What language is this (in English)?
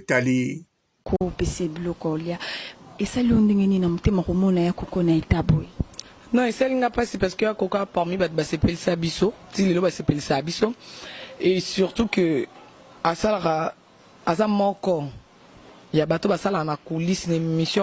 Lingala